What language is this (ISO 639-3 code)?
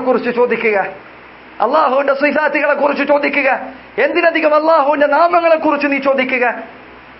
mal